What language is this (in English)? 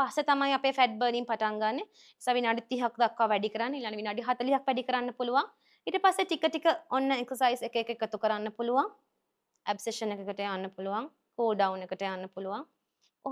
Sinhala